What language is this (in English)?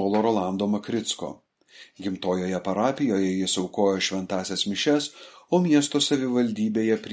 Lithuanian